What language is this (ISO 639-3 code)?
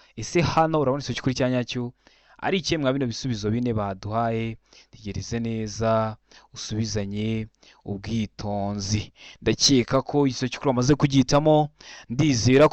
kin